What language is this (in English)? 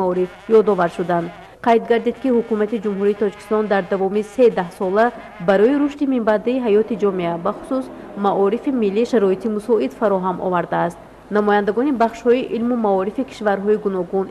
Tajik